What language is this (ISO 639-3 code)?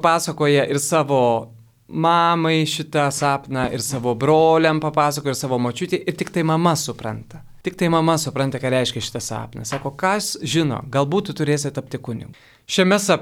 lit